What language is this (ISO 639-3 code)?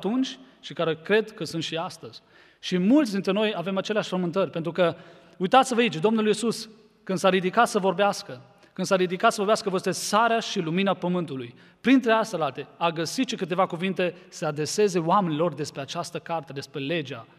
ron